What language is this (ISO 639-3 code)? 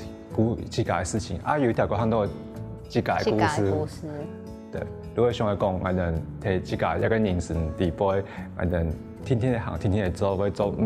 hak